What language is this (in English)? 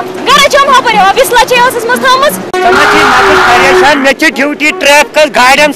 Kashmiri